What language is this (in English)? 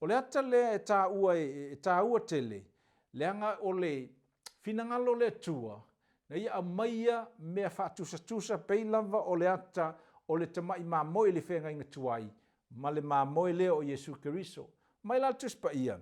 Samoan